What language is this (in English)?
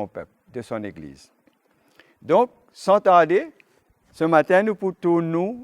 Morisyen